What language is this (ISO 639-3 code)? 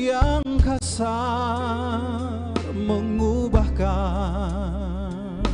abs